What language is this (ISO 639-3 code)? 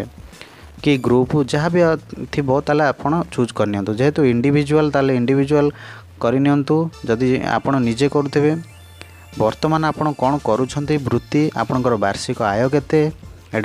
ori